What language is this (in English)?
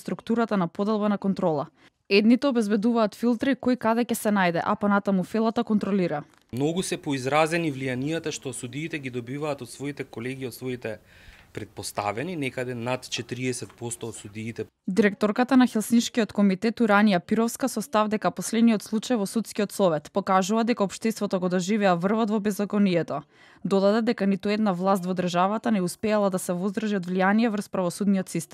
Macedonian